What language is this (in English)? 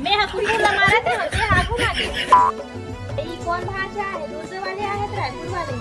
Chhattisgarhi